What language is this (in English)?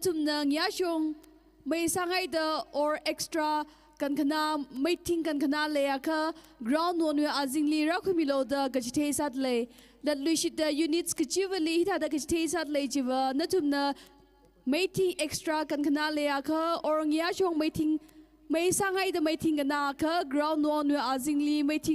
Tangkhul Naga (India)